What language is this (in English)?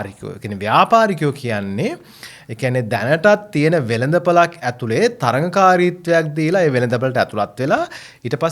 Sinhala